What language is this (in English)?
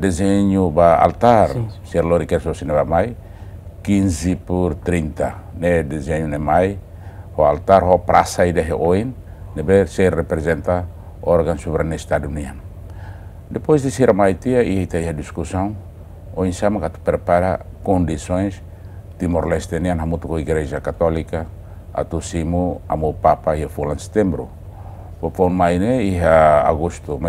Tetum